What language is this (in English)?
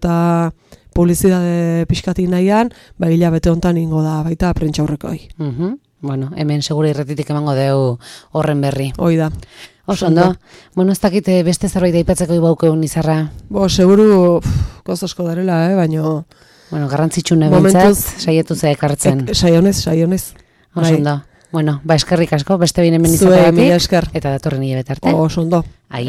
Basque